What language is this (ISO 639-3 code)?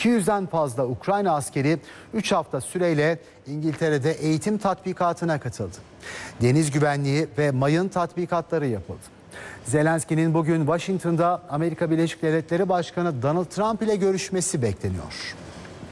tur